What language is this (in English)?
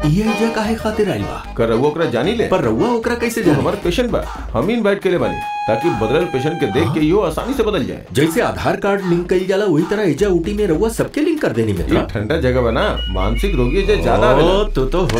Bhojpuri